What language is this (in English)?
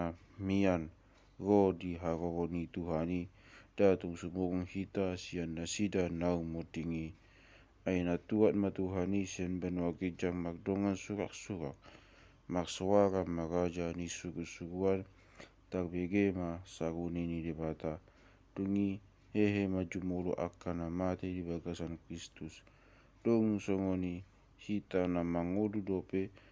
Batak Toba